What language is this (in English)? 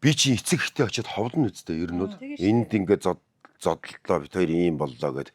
Mongolian